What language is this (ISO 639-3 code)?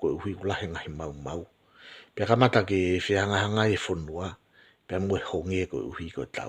ton